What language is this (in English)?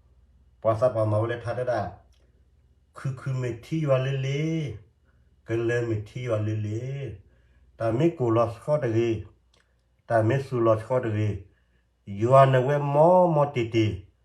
S'gaw Karen